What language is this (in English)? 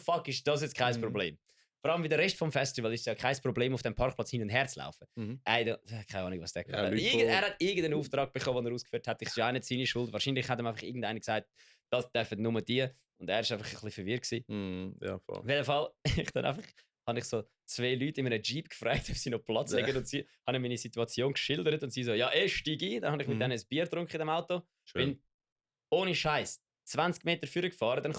Swiss German